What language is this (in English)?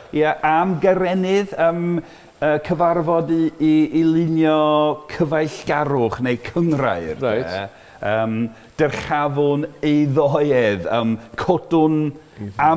Welsh